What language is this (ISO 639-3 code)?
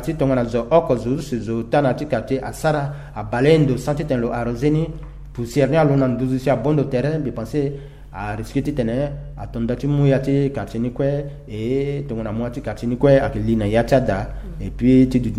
sag